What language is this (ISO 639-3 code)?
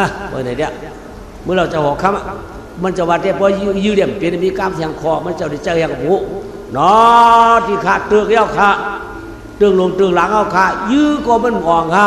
shn